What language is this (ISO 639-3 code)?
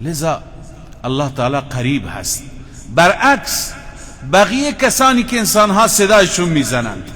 fas